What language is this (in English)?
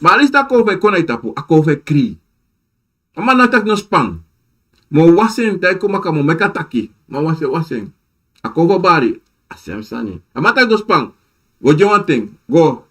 Sranan Tongo